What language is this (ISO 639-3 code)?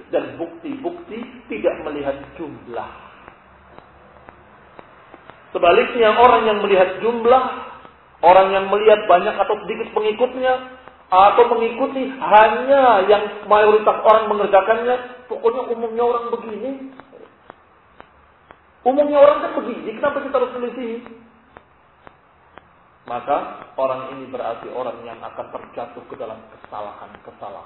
ind